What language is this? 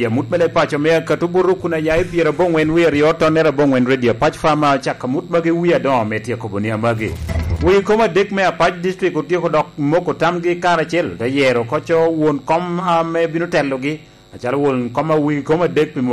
Lango (Uganda)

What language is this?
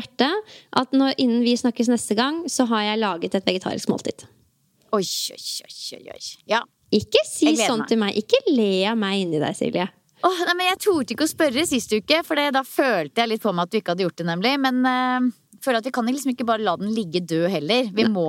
Norwegian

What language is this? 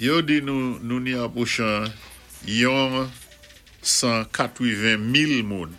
Saint Lucian Creole French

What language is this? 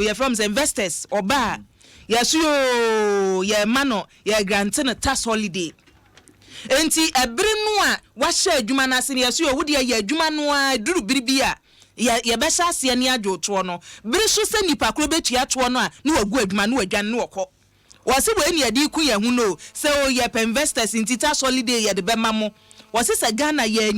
Akan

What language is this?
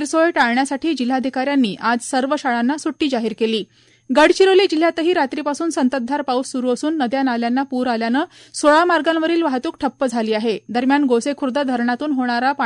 Marathi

